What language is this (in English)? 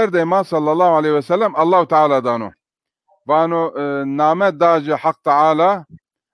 Zaza